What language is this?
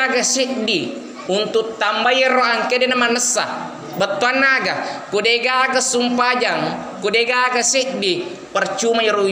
Buginese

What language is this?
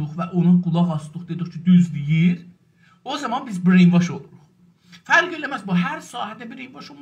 South Azerbaijani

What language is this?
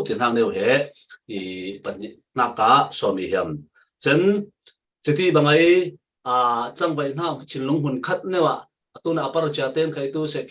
Falam Chin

